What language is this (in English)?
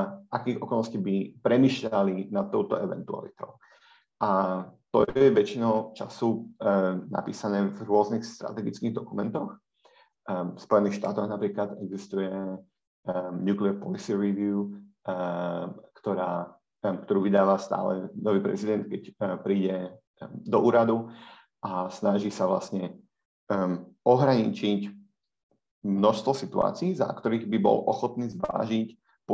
Slovak